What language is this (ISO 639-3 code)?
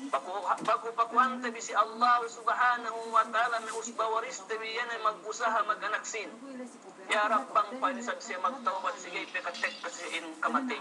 yka